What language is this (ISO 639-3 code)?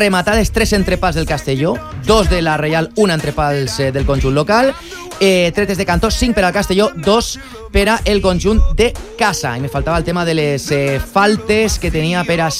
cat